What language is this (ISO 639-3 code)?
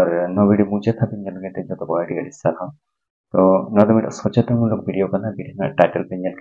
sat